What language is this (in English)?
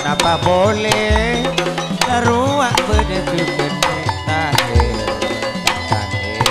Madurese